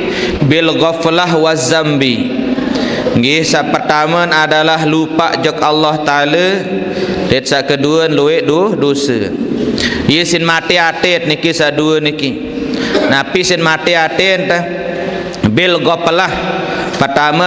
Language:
Sasak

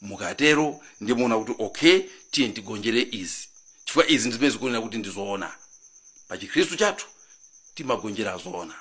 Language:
Nyanja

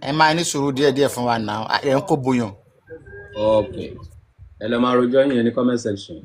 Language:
Yoruba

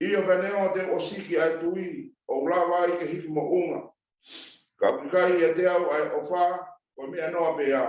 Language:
Tongan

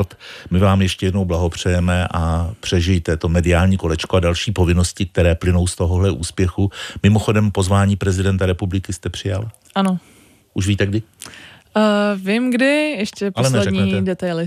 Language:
Czech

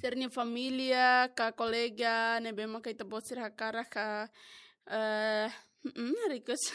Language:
Tetum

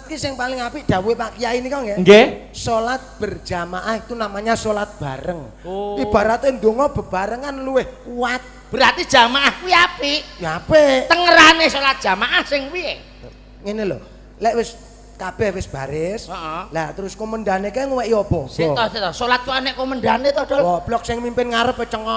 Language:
Javanese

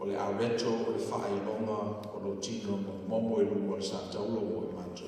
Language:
Samoan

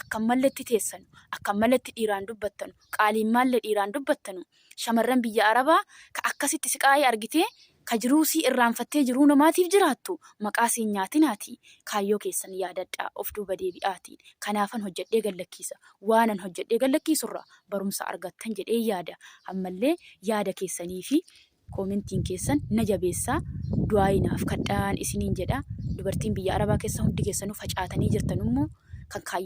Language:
Oromo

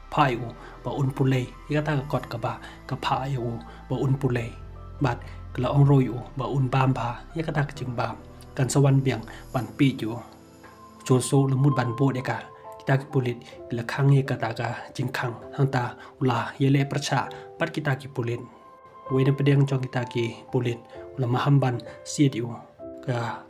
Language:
Khasi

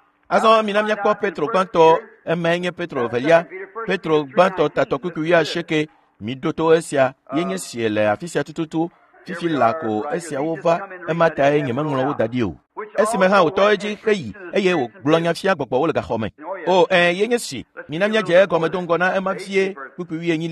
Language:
Ewe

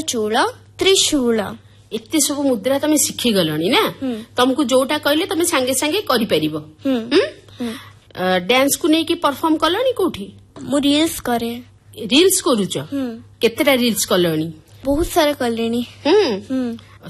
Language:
Odia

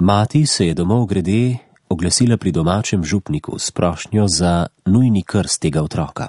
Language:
Slovenian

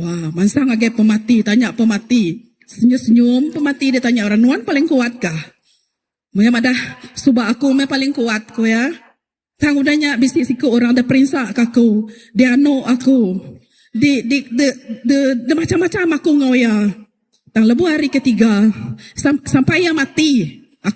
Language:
Iban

